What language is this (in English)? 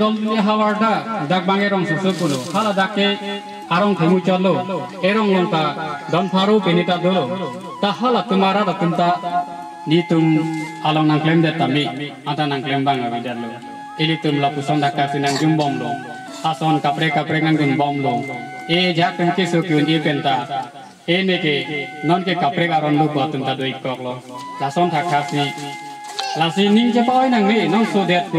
Karbi